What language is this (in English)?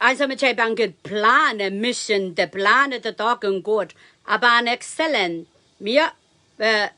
Pohnpeian